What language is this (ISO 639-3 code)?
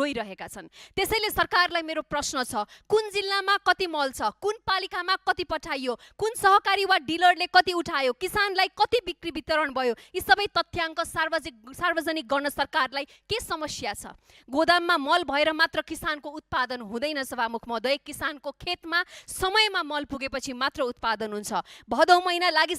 nep